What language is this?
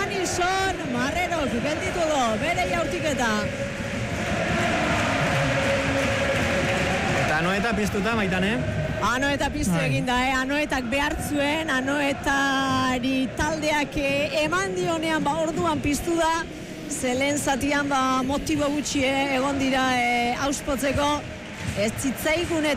Basque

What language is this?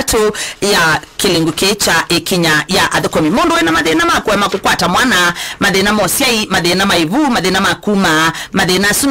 Kamba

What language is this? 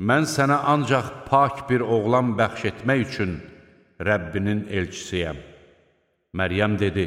Azerbaijani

